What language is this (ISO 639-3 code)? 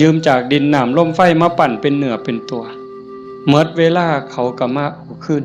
tts